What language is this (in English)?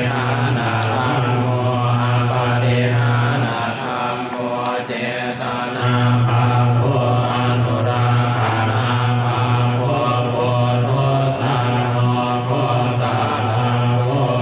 Pali